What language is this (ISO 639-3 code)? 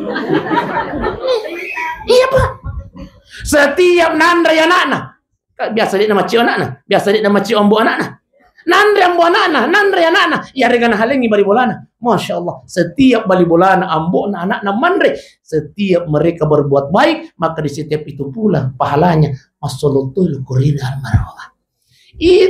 bug